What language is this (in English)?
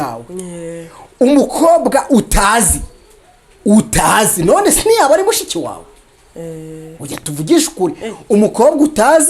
Kinyarwanda